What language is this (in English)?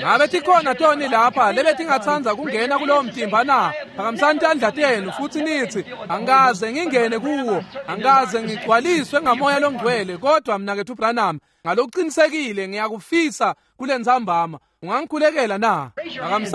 Swati